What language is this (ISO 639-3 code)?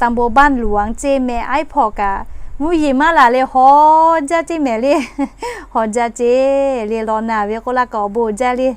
lhu